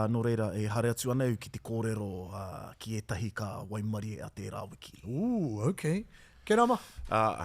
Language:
Māori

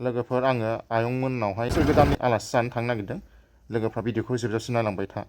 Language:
Bodo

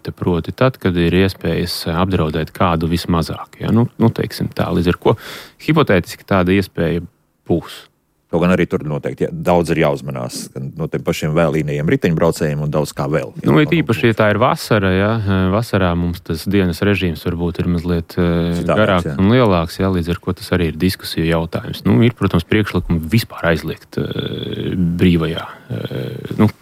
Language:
Latvian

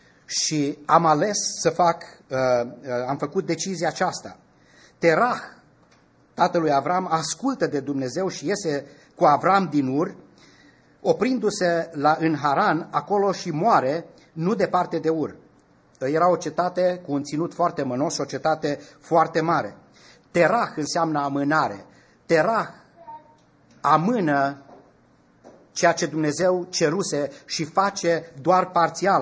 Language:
Romanian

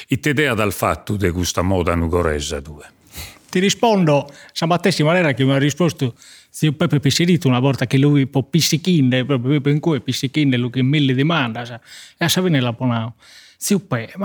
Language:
Sardinian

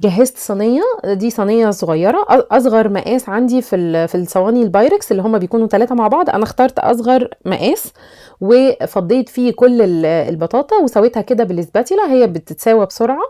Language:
Egyptian Arabic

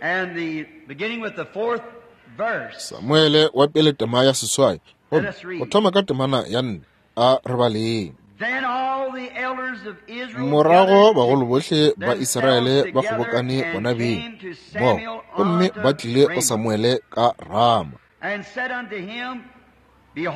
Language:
Northern Sotho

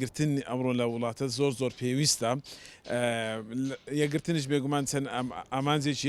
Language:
Central Kurdish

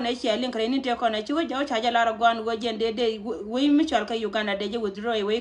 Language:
Nuer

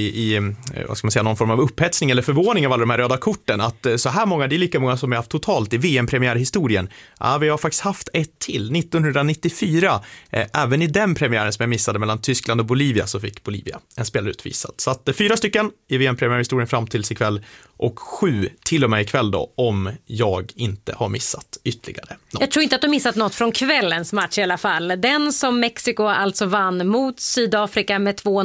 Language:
Swedish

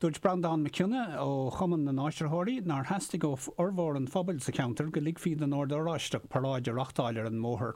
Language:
Irish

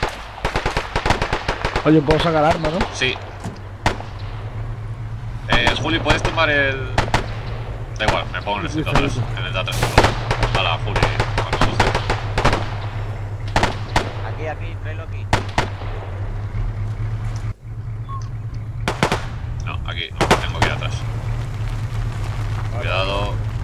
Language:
Spanish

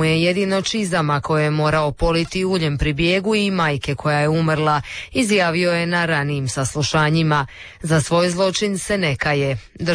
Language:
Croatian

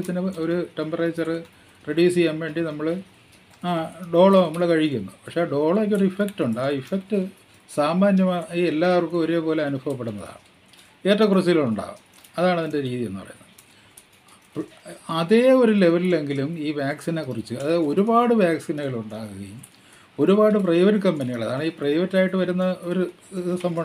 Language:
Malayalam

